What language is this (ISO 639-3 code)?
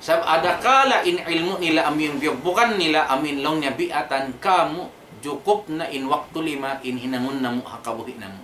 tsg